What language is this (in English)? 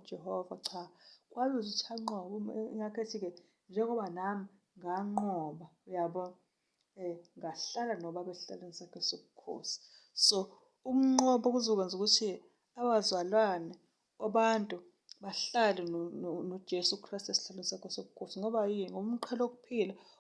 Zulu